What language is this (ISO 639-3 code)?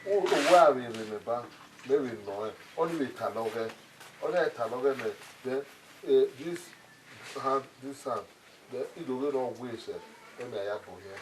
bin